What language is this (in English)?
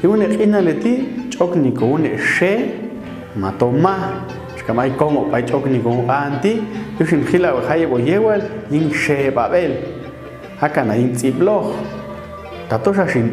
Popti'